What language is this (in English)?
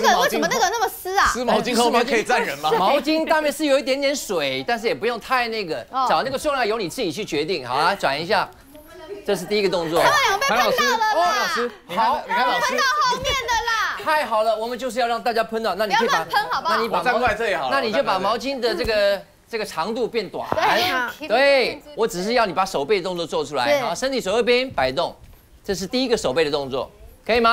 Chinese